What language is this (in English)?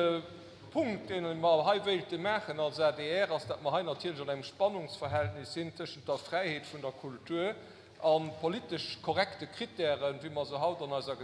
Luxembourgish